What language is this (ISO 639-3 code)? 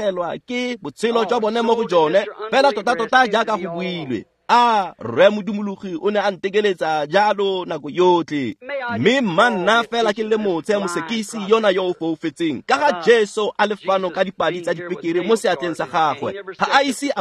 tsn